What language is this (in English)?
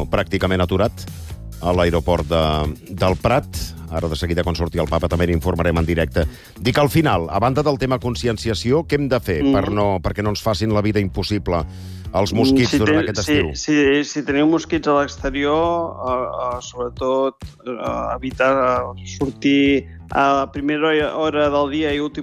Catalan